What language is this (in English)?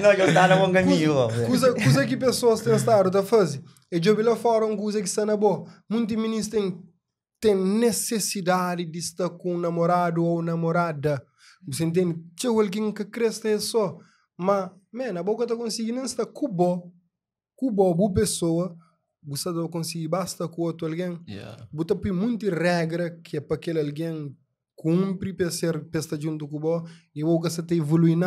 Kabuverdianu